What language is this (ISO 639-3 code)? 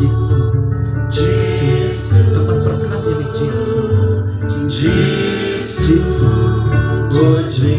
kha